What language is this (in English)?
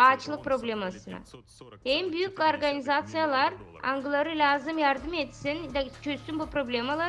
Gagauz